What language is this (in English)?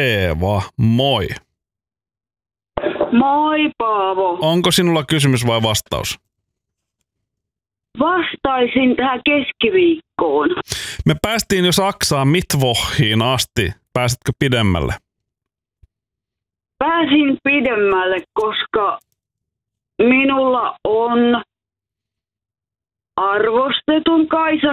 Finnish